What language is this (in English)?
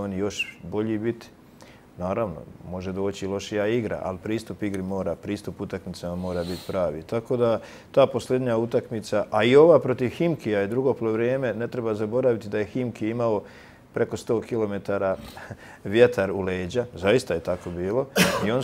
Bosnian